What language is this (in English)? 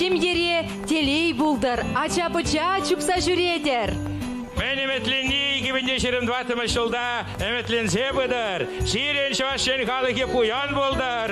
Chuvash